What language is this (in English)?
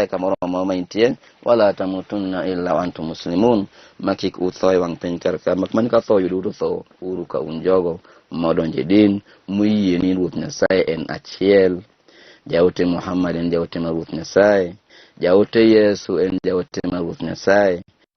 Luo (Kenya and Tanzania)